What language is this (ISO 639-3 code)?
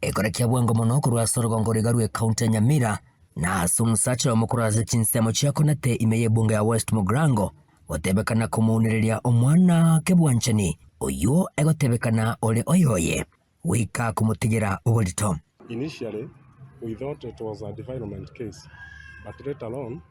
guz